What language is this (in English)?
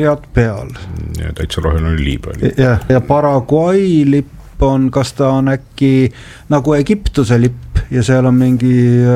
Estonian